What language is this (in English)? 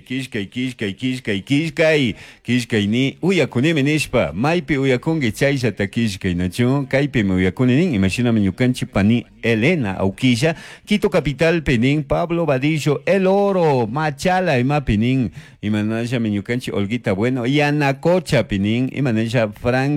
Chimborazo Highland Quichua